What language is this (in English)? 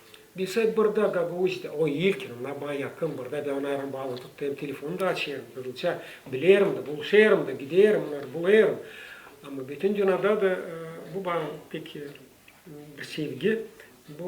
Gagauz